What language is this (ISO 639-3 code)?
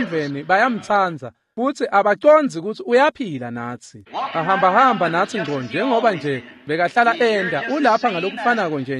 ssw